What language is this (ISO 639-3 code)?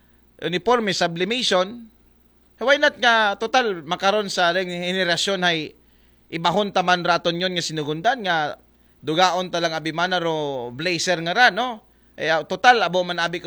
akl